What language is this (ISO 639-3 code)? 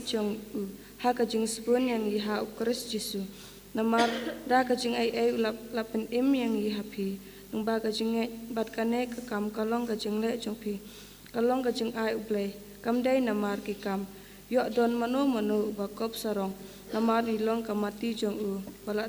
kha